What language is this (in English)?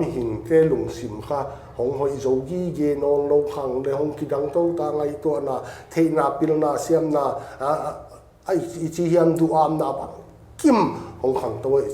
Paite Chin